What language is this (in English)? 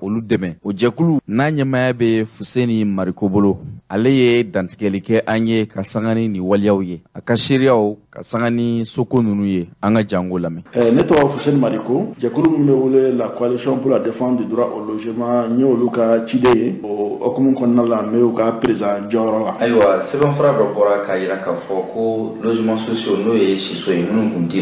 Bambara